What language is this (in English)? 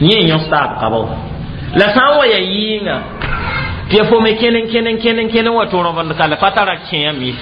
Mossi